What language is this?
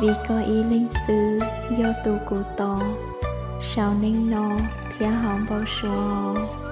Hmong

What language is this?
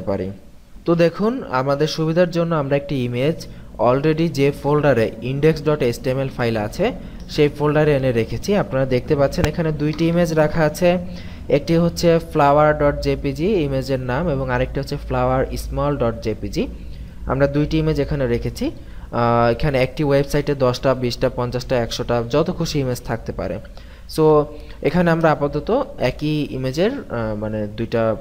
Bangla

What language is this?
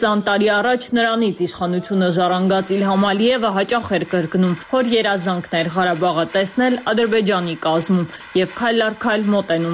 Armenian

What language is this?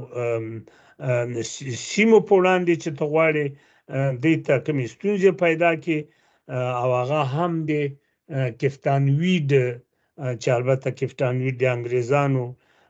Pashto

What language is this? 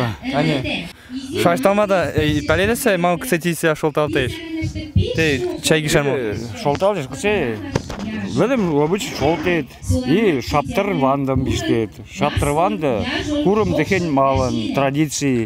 Western Mari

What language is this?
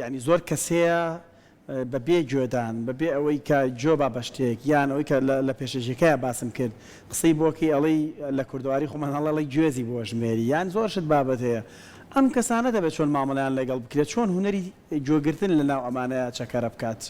Central Kurdish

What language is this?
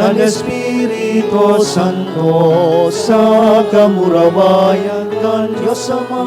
Bikol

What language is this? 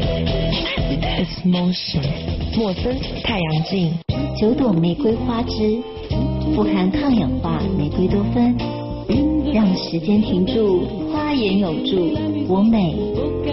Chinese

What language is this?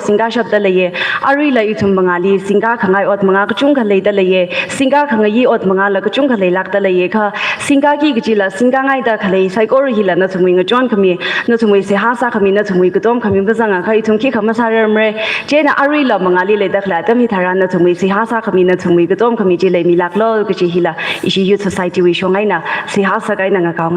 Tangkhul Naga (India)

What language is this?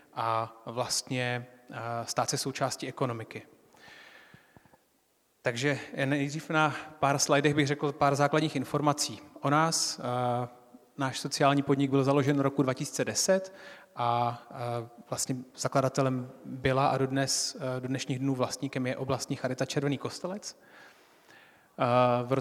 Czech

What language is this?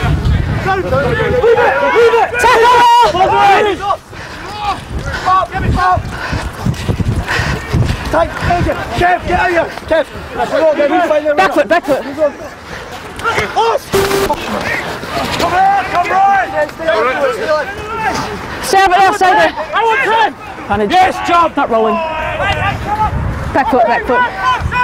English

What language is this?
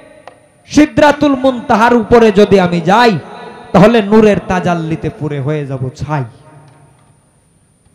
Bangla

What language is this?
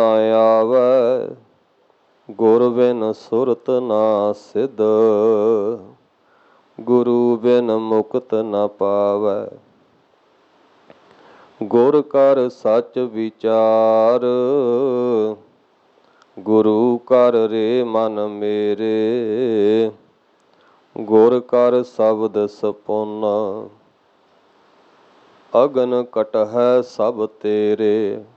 Punjabi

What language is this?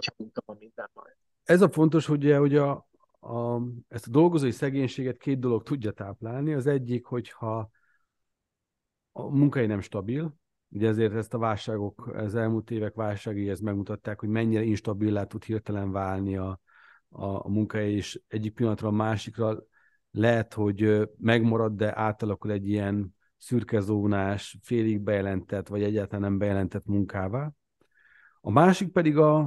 Hungarian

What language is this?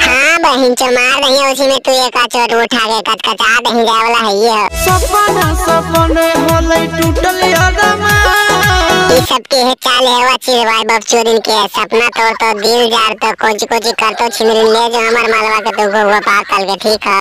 Magahi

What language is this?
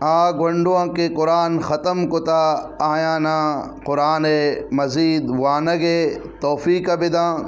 Eastern Balochi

